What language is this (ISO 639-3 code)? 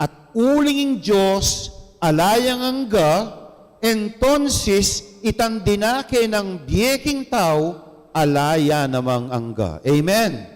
pam